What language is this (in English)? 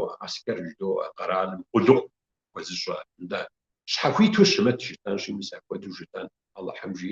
Kabardian